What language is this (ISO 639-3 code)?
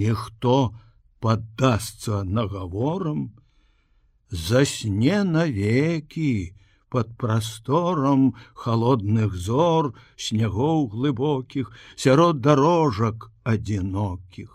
bel